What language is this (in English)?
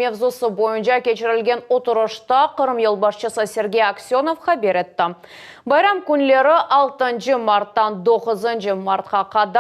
Crimean Tatar